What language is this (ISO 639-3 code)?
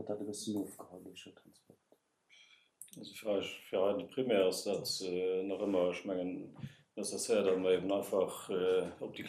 ltz